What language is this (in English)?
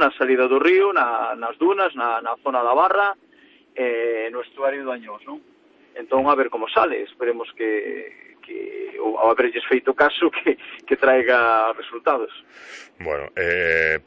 Galician